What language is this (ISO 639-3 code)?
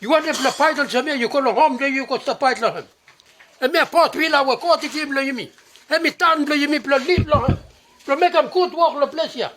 bis